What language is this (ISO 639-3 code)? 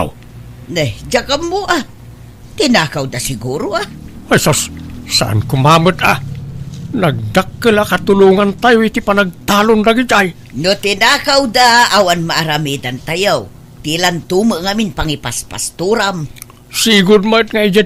ilo